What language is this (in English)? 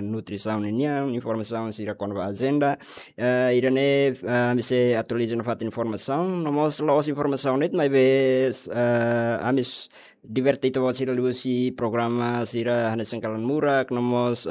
Tetum